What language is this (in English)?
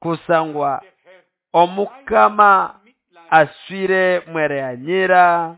Nande